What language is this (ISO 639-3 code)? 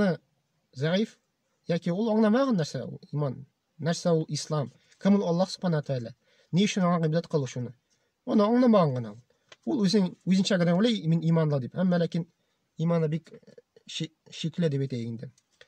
tat